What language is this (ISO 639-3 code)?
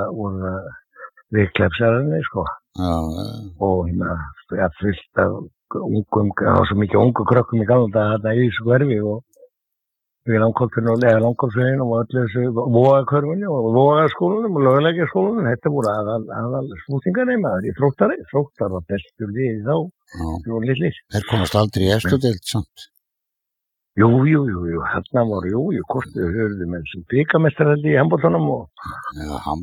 isl